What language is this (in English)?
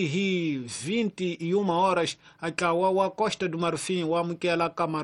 Tsonga